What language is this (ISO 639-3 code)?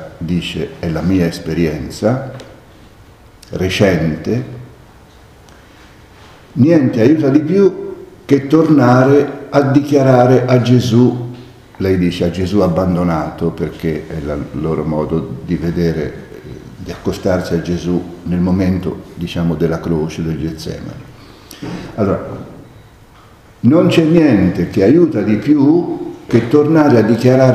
ita